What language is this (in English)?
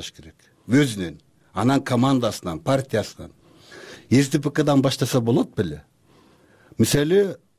Kyrgyz